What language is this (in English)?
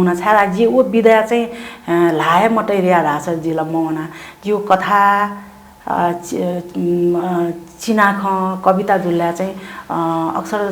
Newari